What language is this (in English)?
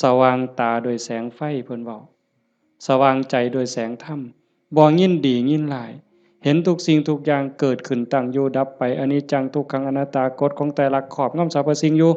Northeastern Thai